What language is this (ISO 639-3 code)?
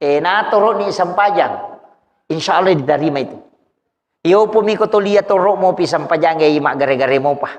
bug